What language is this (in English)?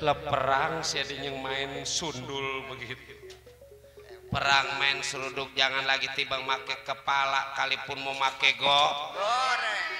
Betawi